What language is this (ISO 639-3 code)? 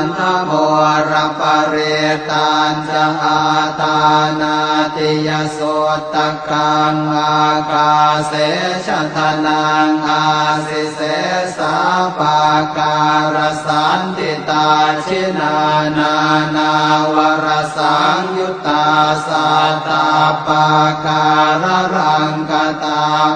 pli